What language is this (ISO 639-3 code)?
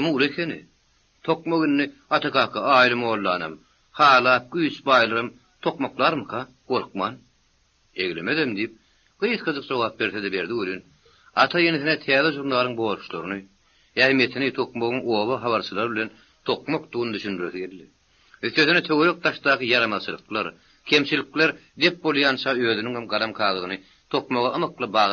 tuk